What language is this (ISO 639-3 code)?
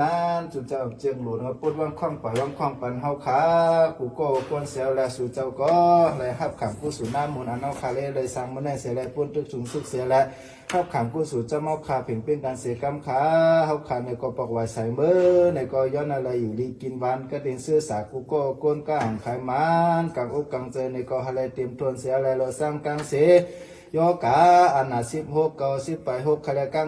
shn